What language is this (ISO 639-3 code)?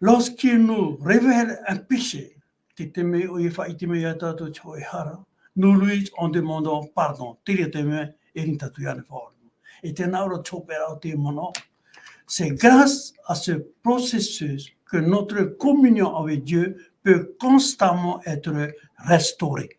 tah